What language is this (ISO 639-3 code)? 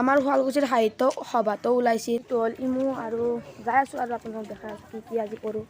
asm